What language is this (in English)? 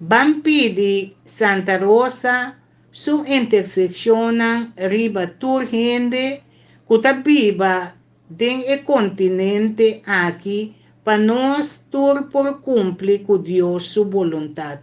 Papiamento